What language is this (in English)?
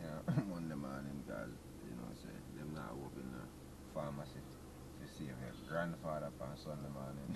Jamaican Creole English